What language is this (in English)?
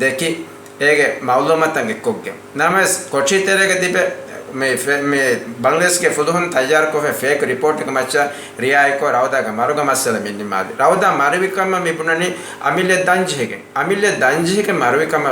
Divehi